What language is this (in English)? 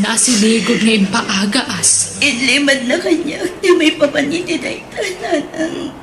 Iloko